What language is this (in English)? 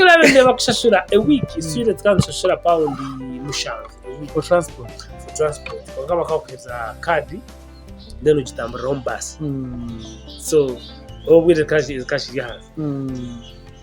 Nyankole